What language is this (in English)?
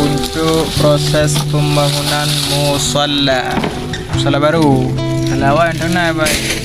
Achinese